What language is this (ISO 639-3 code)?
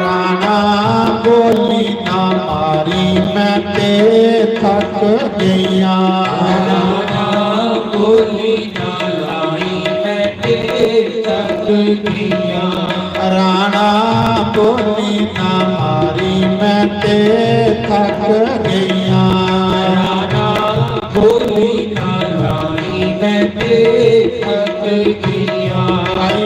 doi